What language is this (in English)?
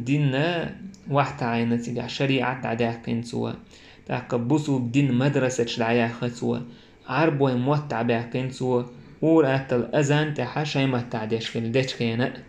Chechen